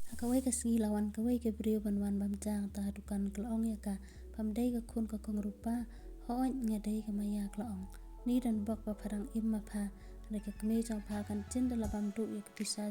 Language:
Khasi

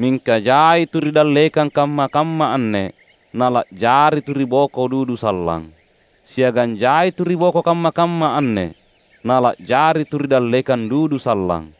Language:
Makasar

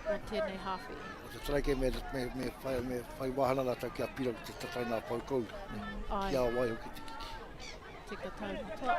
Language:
Māori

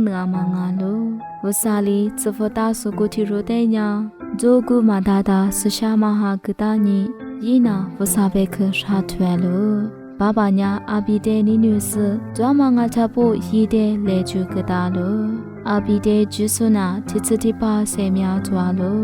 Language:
Lisu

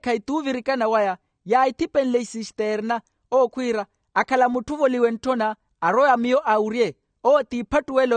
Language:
Makhuwa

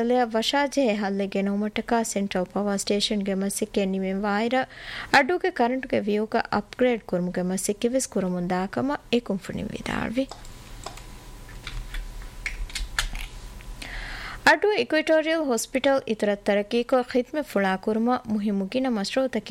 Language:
Divehi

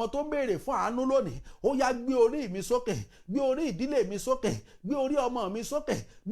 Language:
Yoruba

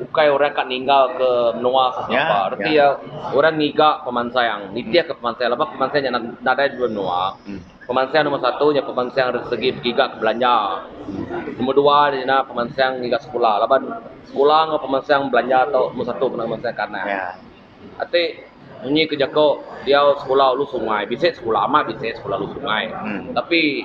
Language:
Iban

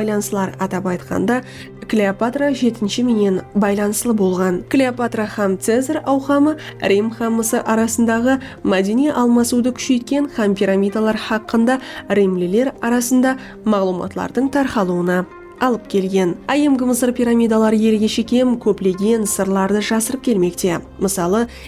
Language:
Kara-Kalpak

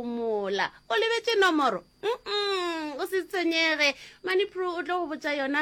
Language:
Northern Sotho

